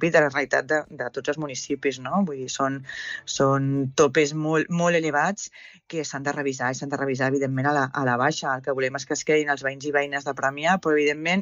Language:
Catalan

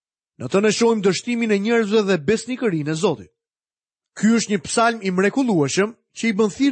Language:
Albanian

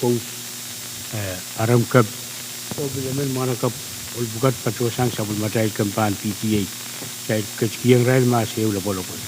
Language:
Pohnpeian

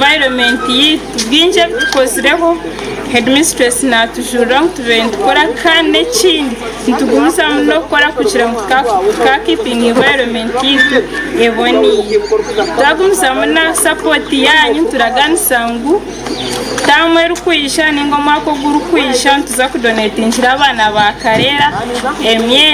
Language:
Nyankole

